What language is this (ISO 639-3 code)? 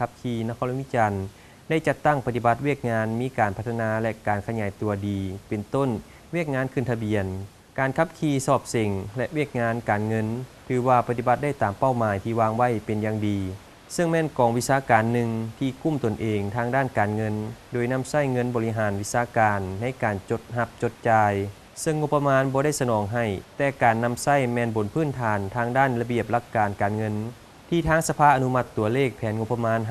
lao